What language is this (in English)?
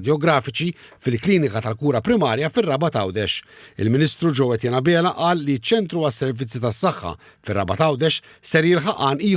Maltese